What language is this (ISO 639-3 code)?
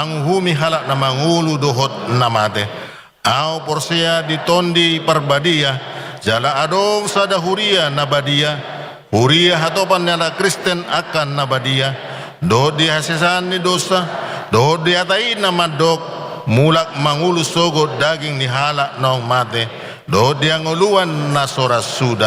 bbc